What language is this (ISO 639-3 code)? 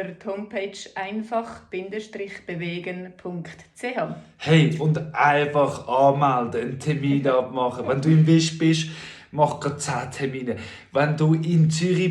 gsw